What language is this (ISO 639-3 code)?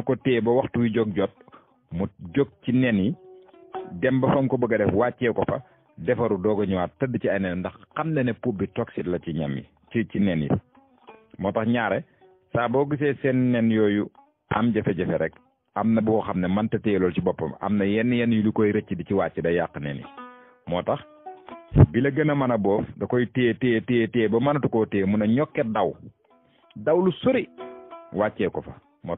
wol